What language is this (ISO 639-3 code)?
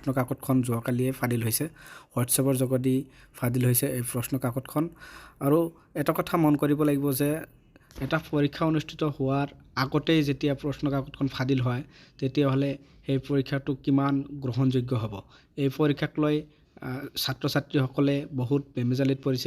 asm